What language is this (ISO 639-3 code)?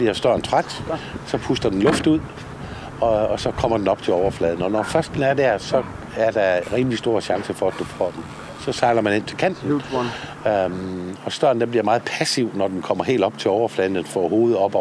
dan